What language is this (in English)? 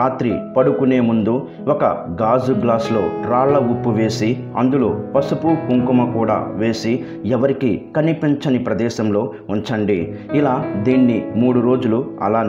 Telugu